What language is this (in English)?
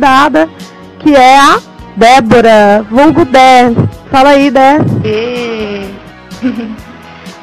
Portuguese